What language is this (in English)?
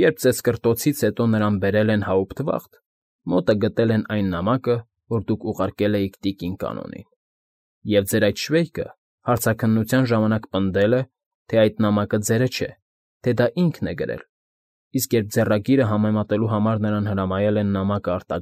Armenian